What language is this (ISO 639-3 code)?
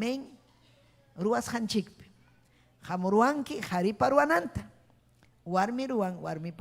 quy